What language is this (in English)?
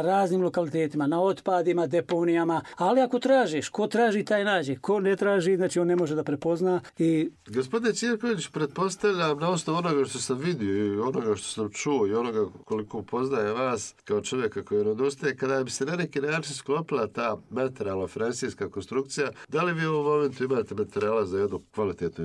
Bosnian